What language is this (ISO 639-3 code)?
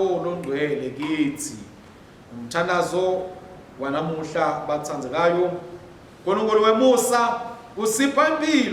ssw